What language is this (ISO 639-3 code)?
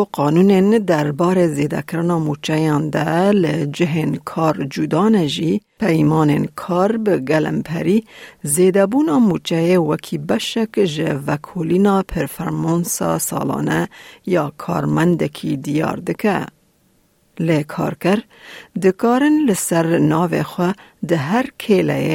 kur